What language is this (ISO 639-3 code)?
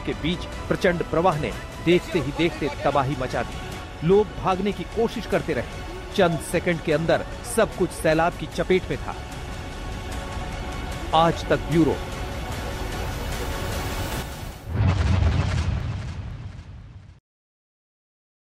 hin